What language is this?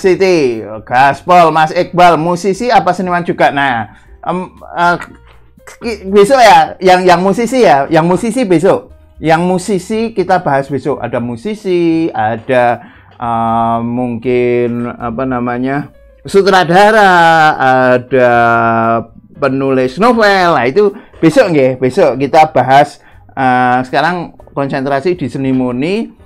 Indonesian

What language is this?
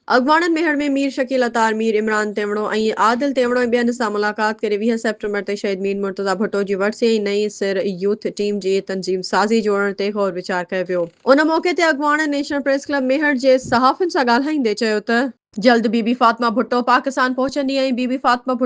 Sindhi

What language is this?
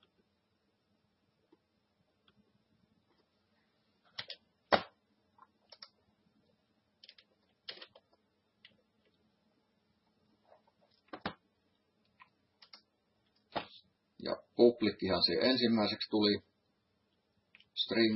Finnish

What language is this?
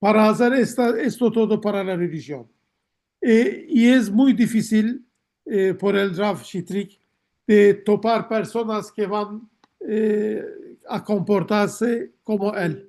Ladino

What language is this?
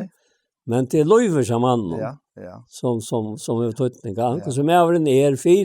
Faroese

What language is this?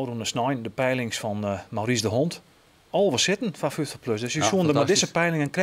Western Frisian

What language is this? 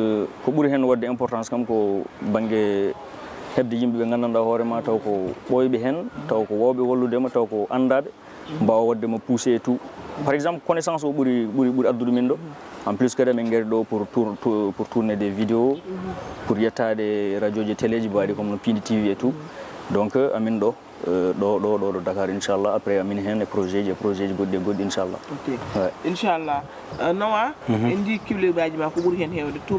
Fula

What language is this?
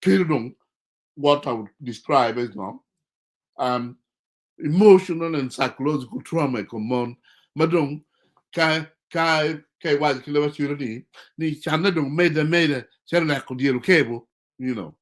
Acoli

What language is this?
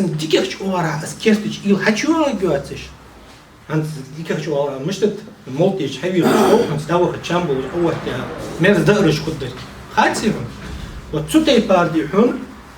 Ingush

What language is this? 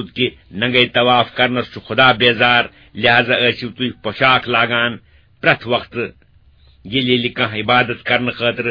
Kashmiri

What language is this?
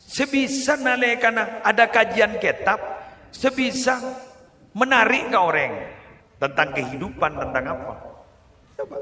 Madurese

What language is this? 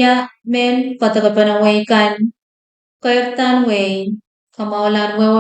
Pohnpeian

